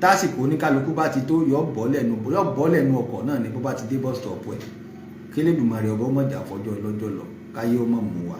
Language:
Yoruba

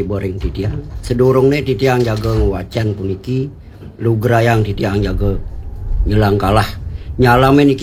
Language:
Balinese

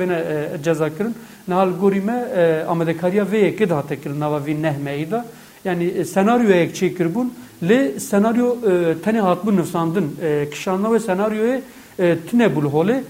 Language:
Kurdish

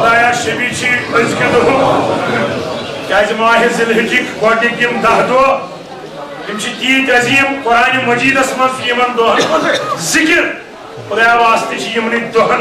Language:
Kashmiri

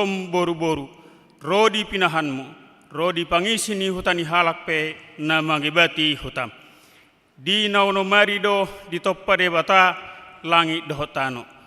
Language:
Batak Toba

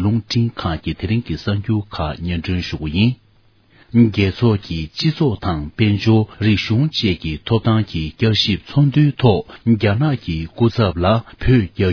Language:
Tibetan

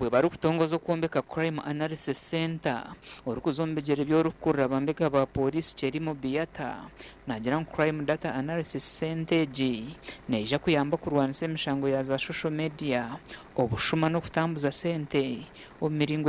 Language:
Nyankole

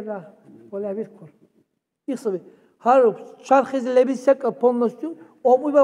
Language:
Dargwa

